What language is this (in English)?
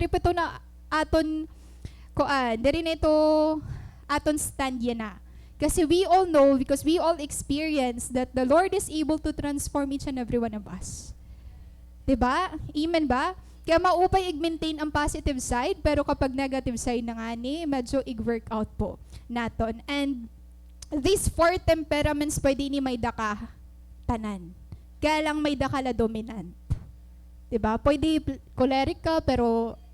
Waray